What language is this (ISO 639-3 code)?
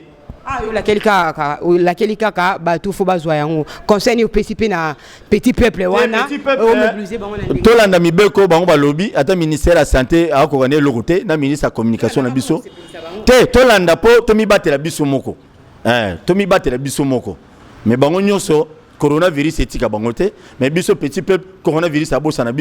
lin